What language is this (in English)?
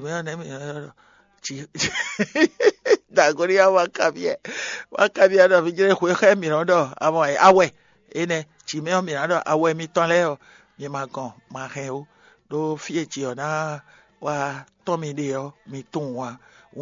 Fon